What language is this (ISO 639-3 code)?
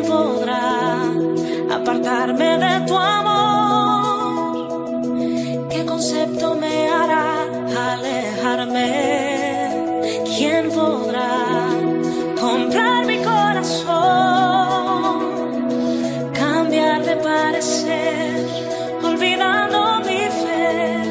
spa